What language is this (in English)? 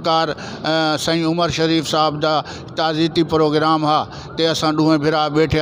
Saraiki